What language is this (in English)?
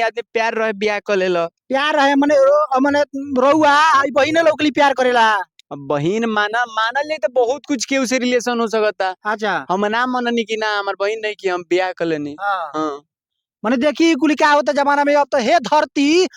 Bhojpuri